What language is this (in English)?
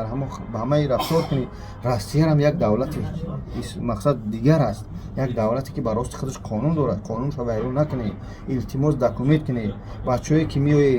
Tajik